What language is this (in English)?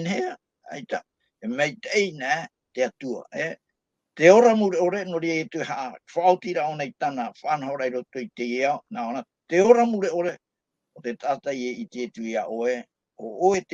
Tahitian